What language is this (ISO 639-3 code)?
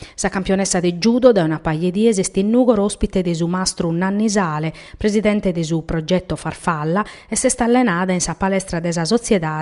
srd